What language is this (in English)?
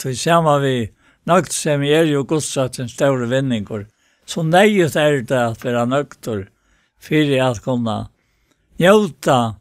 Faroese